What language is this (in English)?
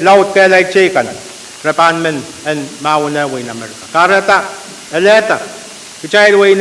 Pohnpeian